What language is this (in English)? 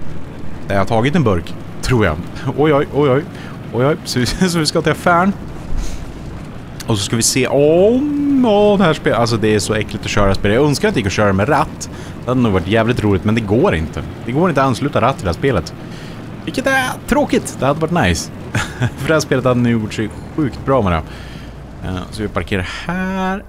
Swedish